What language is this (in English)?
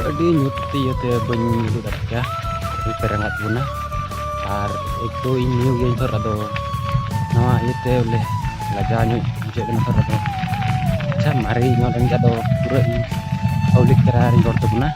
Santali